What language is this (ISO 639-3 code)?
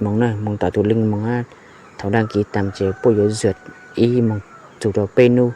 hmn